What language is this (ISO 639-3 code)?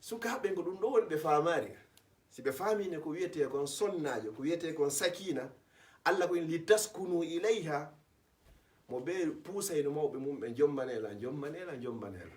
ful